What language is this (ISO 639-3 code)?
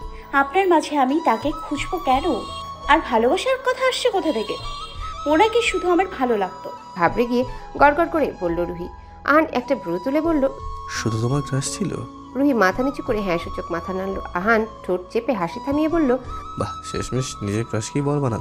ben